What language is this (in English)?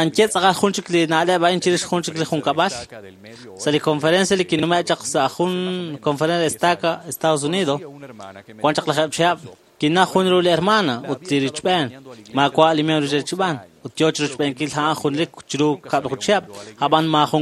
Kekchí